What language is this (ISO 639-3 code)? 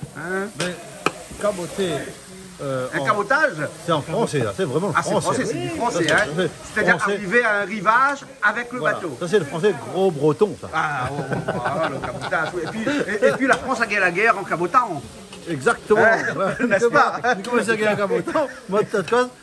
rcf